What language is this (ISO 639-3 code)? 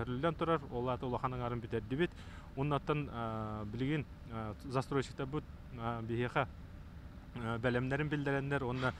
sah